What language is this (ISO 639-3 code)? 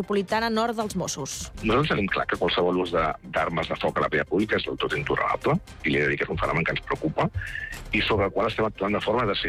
cat